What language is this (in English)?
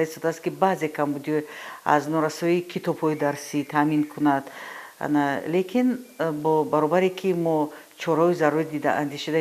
Tajik